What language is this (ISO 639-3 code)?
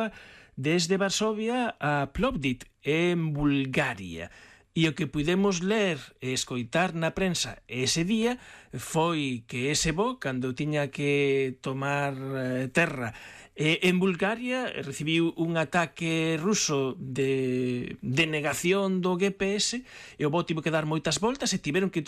glg